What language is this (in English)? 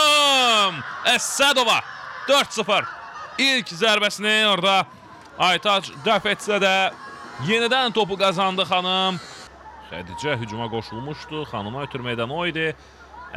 Azerbaijani